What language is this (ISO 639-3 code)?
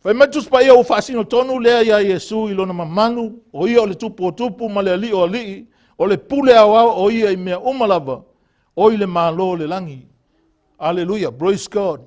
smo